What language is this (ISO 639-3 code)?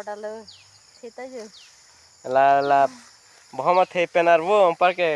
mjw